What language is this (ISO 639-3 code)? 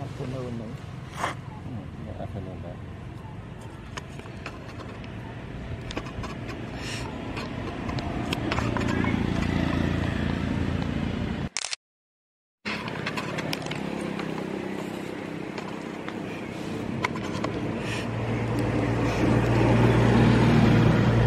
vie